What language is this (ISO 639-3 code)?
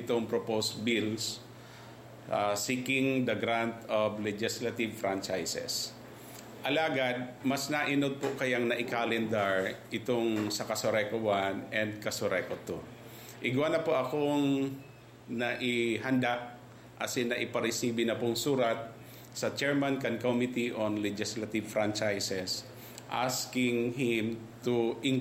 bik